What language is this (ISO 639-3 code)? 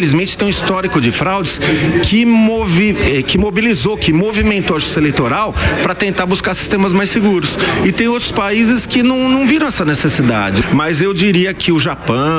por